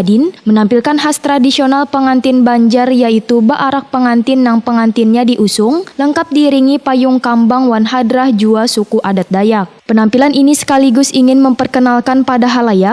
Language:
Banjar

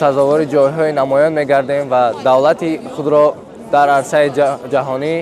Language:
Tajik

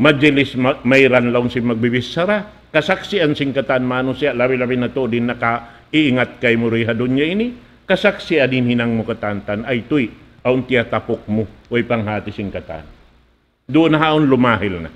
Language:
Tausug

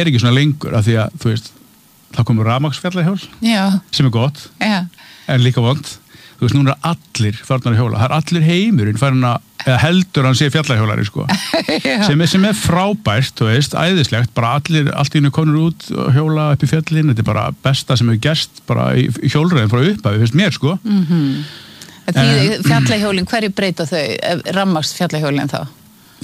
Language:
Icelandic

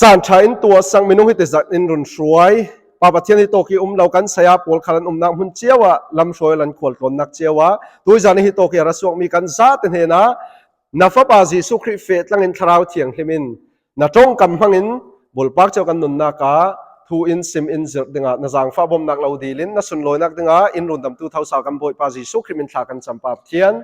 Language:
Falam Chin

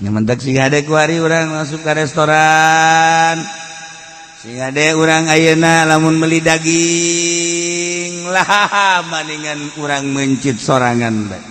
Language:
Sundanese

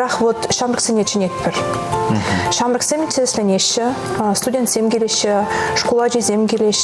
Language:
Chuvash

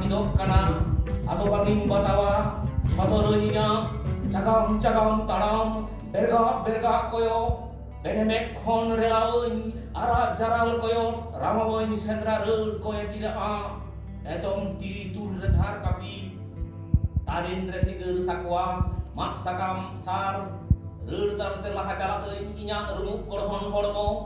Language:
Santali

